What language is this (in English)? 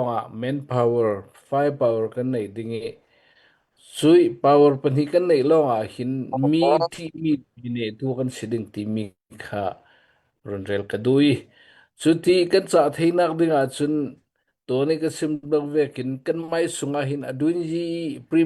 Hakha Chin